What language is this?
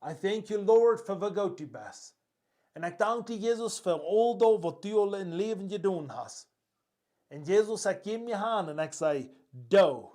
Plautdietsch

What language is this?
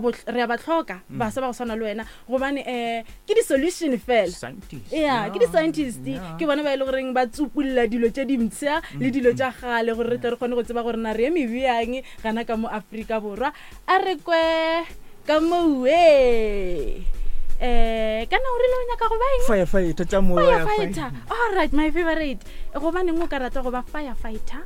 Northern Sotho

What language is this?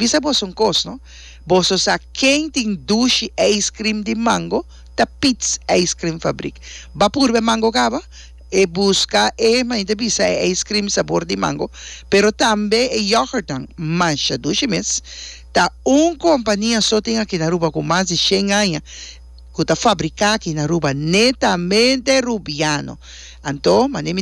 Papiamento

